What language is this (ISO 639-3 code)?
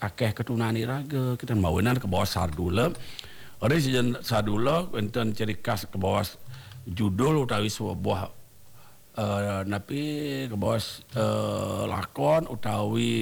ban